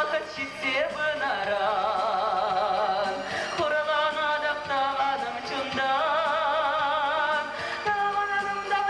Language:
Chuvash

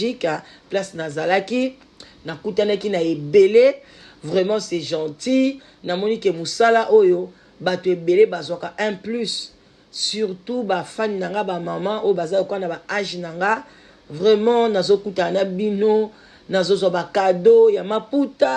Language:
Lingala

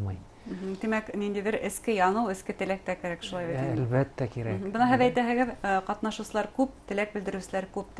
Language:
Bashkir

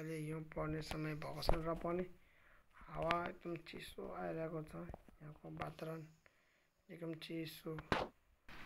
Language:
Nepali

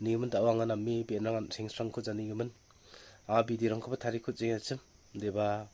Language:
Garo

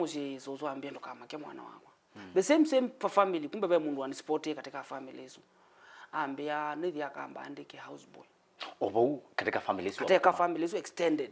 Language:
Kamba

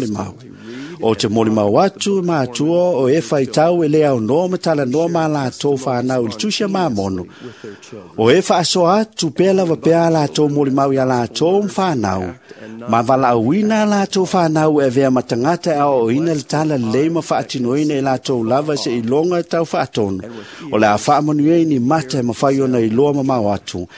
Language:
Samoan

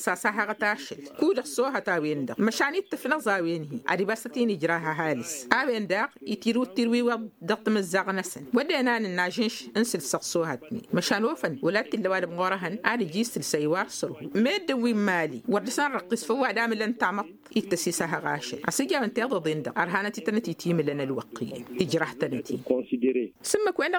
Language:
Tamasheq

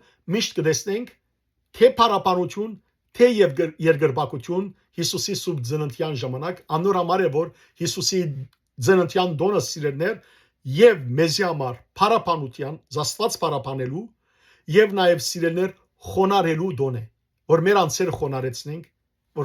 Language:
Western Armenian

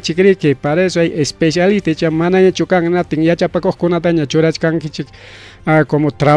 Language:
Ayacucho Quechua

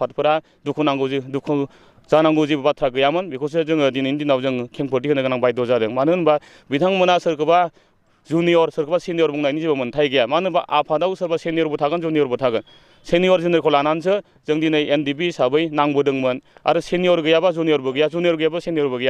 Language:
Bodo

